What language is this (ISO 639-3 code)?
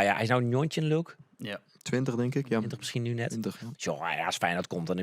fry